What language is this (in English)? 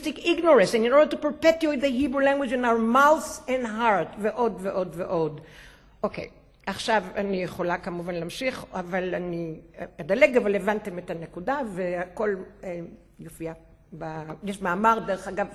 Hebrew